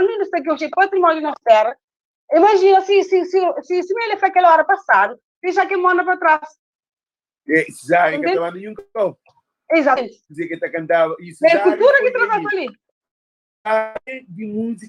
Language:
Kabuverdianu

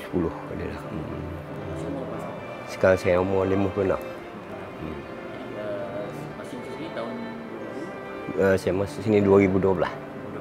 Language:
Malay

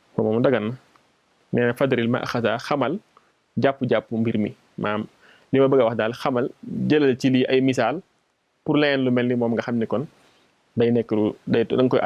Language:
Wolof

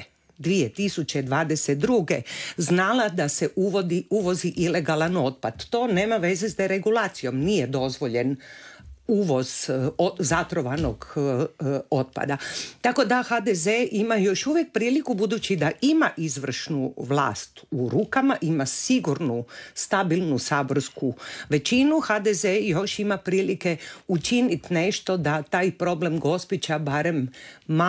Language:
Croatian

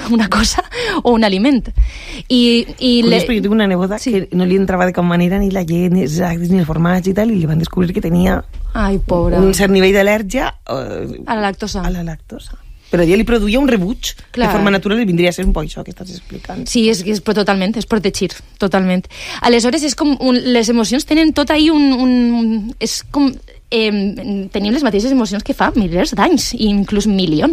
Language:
Catalan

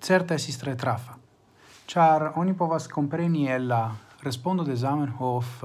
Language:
Esperanto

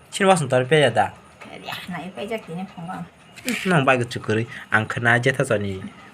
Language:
Kok Borok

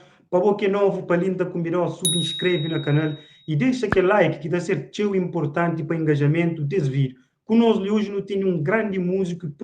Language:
Kabuverdianu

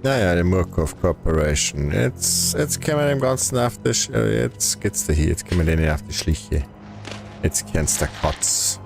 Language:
Bavarian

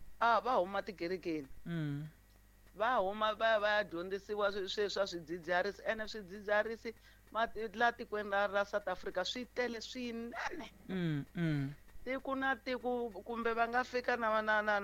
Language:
Tsonga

